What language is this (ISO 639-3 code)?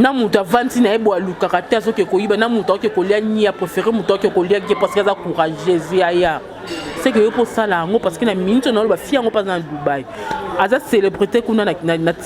lin